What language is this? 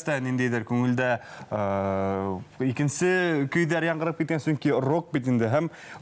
Bashkir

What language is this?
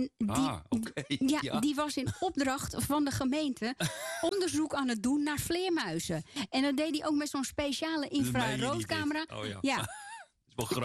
Dutch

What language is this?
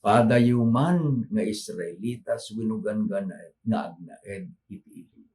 Iloko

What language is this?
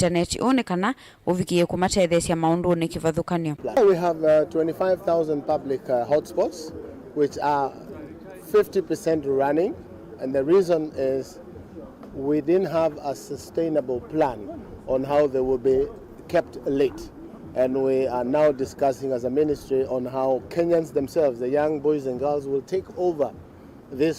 Kamba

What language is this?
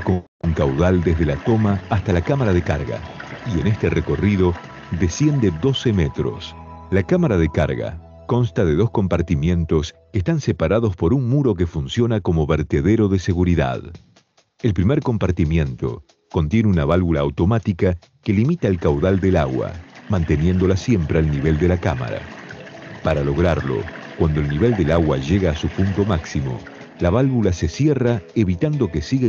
Spanish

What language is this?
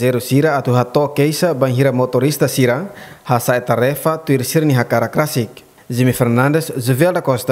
Tetum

